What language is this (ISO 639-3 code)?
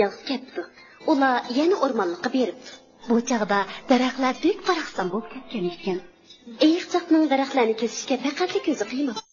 uig